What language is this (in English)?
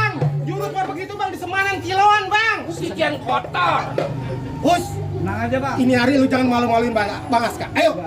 Betawi